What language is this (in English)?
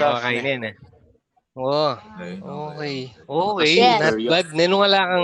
Pampanga